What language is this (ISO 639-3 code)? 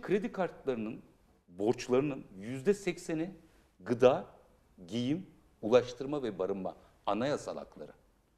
tur